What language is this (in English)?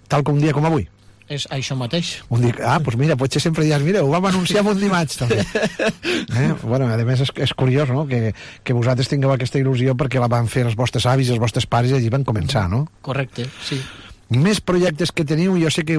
Catalan